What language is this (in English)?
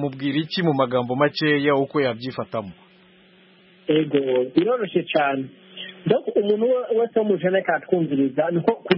Kinyarwanda